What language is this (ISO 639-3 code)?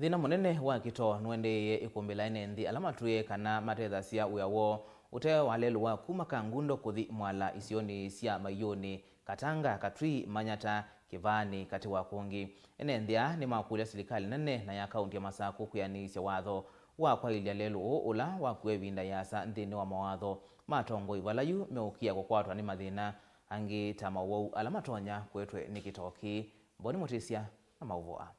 kam